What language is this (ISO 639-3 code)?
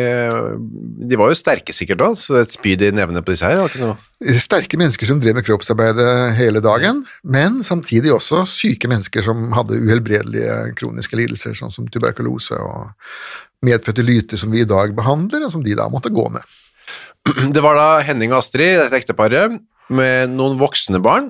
nor